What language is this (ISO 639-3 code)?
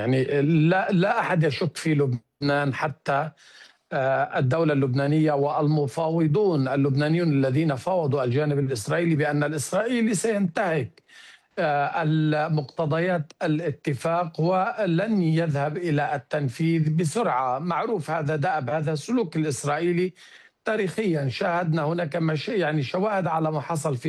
ara